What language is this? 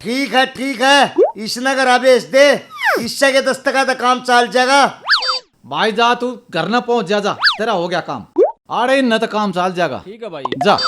Haryanvi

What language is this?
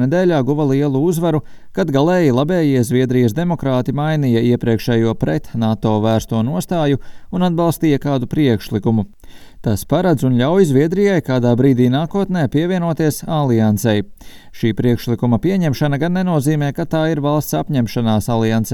Latvian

